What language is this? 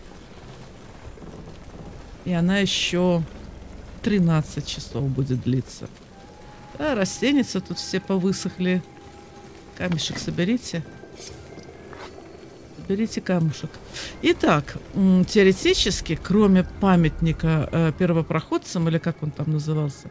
Russian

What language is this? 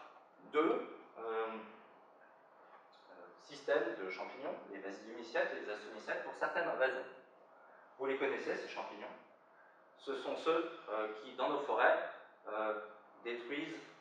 French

